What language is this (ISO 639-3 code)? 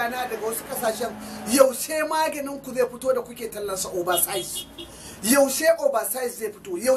hau